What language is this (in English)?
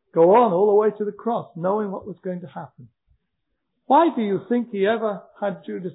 English